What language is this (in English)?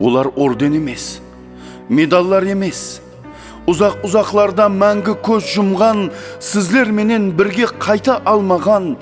Kara-Kalpak